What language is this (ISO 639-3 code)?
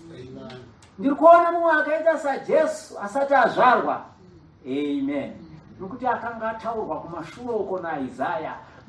sna